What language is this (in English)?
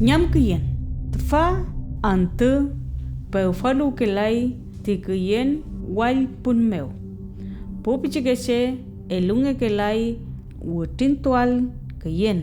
Mapuche